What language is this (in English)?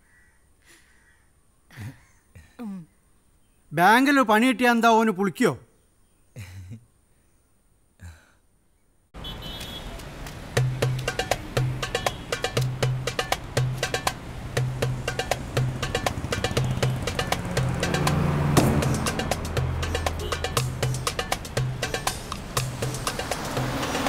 Malayalam